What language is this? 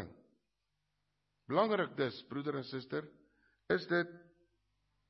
Afrikaans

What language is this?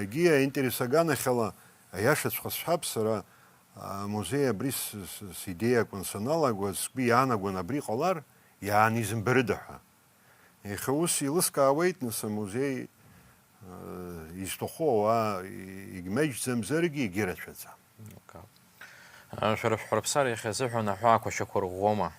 Abkhazian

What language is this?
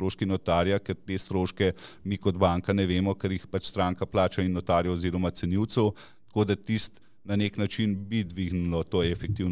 Slovenian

